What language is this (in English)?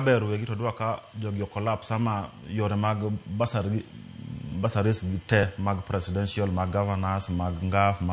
Luo (Kenya and Tanzania)